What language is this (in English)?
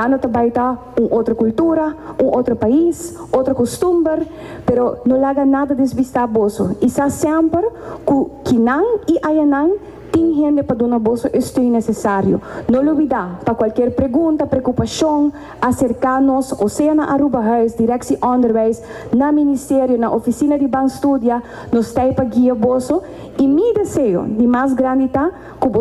Papiamento